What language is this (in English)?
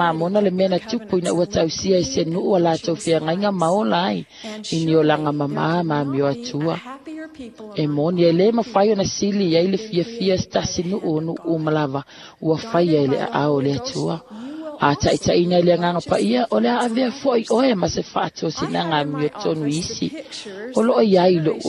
Samoan